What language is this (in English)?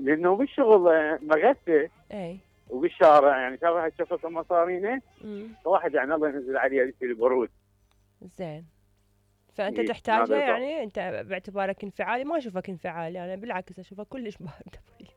Mesopotamian Arabic